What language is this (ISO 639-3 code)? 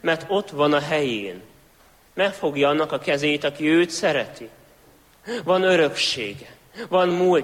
hun